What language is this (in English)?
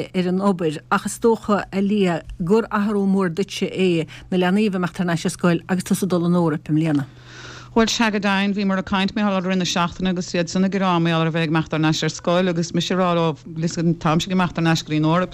Irish